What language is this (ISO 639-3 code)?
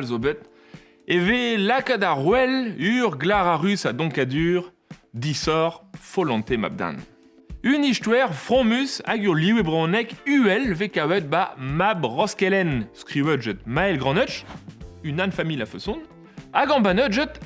bre